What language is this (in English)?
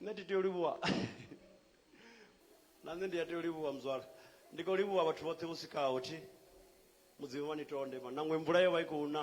Venda